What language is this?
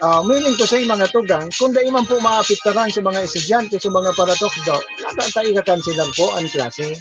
Bikol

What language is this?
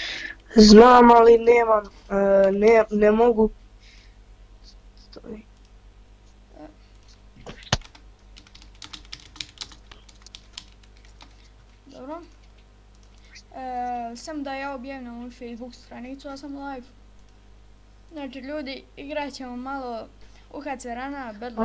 Croatian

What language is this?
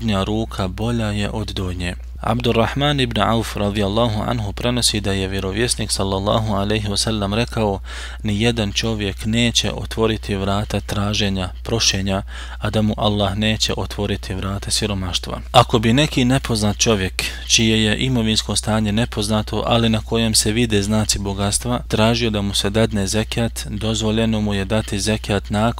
Bosnian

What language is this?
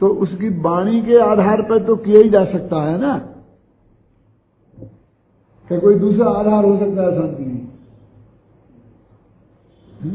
Hindi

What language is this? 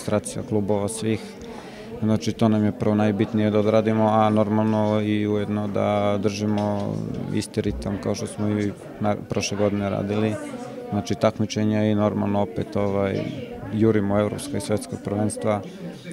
Serbian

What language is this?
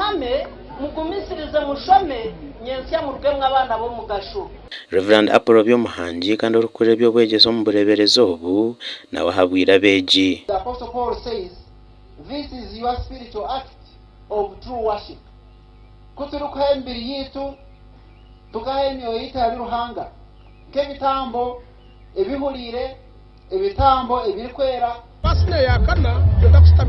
Nyankole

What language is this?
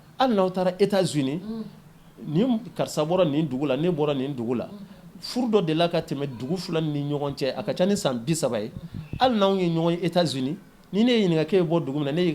Bambara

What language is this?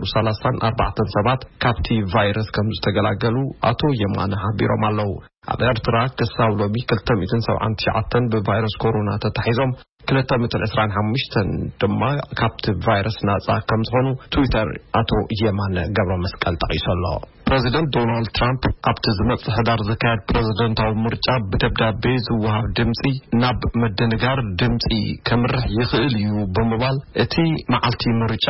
Tigrinya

